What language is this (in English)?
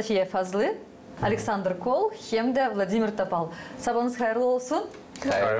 Gagauz